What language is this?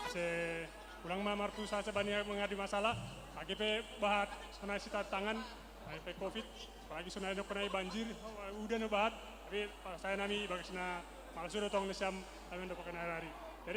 Batak Simalungun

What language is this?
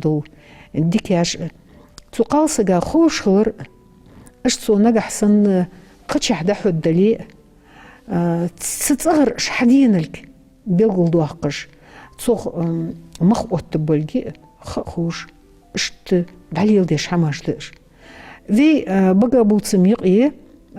Ingush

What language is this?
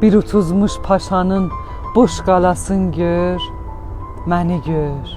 South Azerbaijani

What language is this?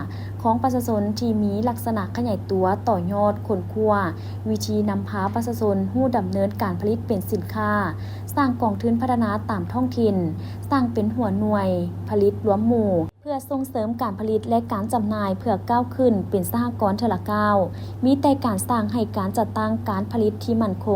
Lao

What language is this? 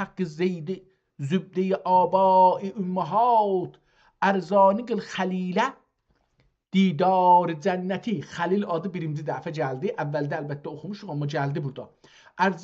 South Azerbaijani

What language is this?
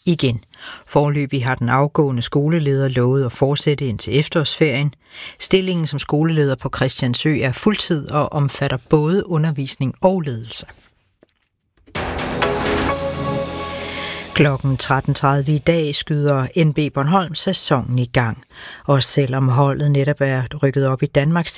Danish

